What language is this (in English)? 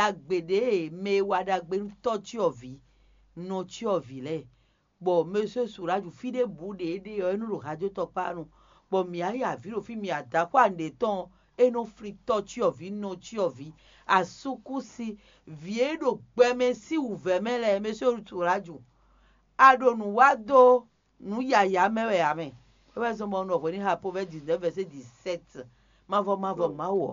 Fon